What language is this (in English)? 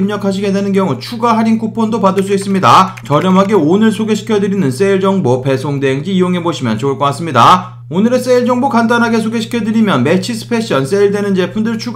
Korean